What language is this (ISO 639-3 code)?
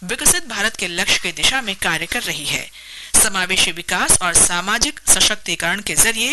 hin